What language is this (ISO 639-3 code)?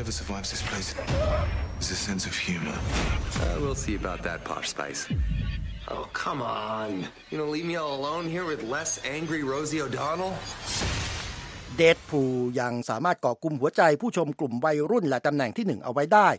tha